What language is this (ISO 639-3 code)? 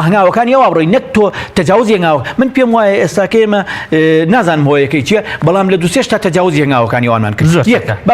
ckb